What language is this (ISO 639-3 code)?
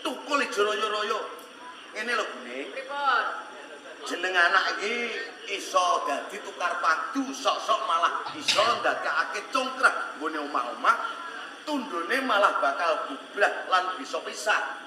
jav